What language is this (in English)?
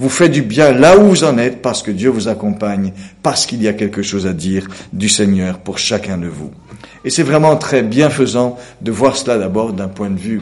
French